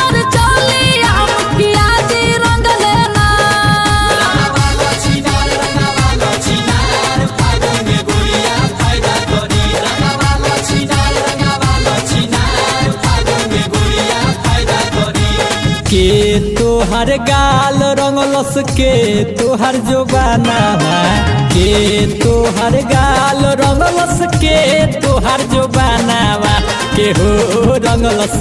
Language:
Bhojpuri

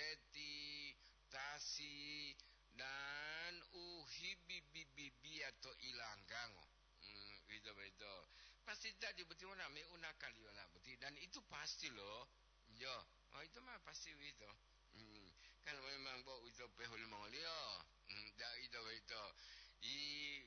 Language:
Gorontalo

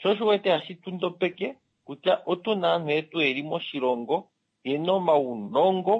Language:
Kuanyama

